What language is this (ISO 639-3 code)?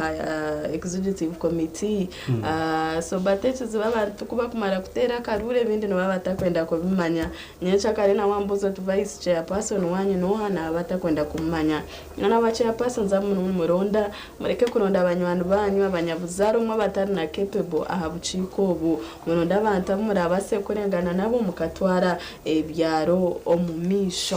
nyn